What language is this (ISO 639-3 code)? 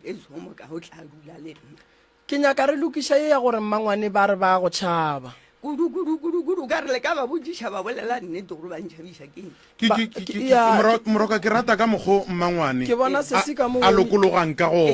nso